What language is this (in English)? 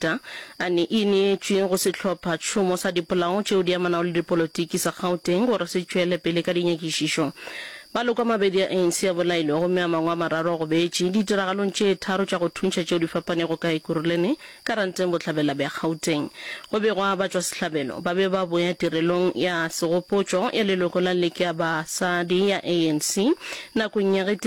Northern Sotho